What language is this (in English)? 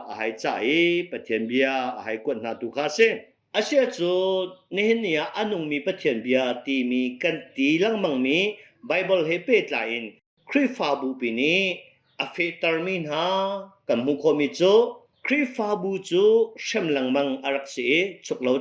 Hakha Chin